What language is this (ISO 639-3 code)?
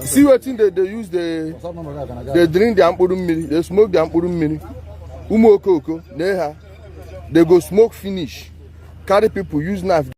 ibo